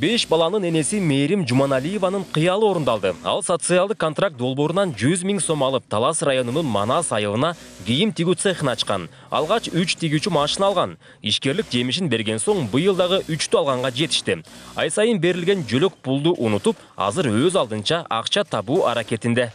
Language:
Kyrgyz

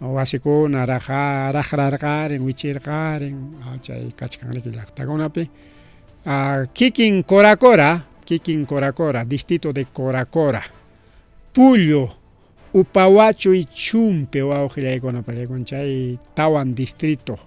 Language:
Ayacucho Quechua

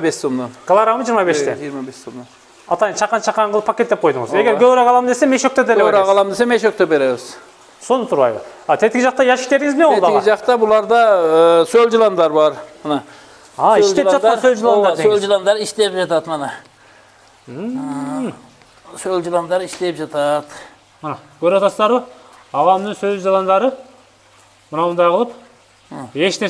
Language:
Kyrgyz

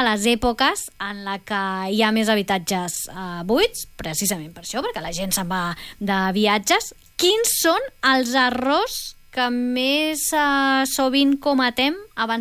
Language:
Catalan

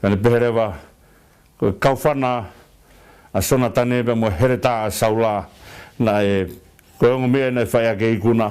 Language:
Tongan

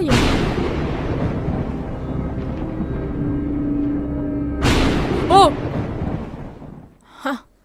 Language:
Vietnamese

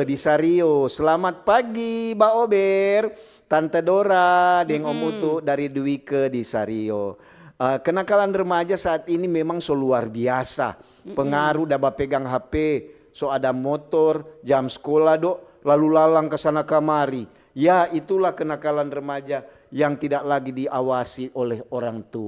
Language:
Manado Malay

